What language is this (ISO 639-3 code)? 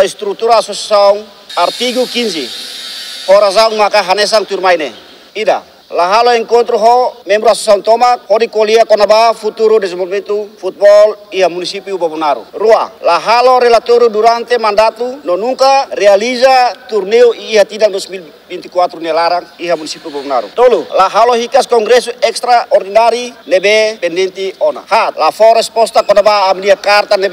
tet